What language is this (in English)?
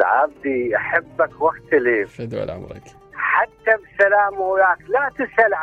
Mesopotamian Arabic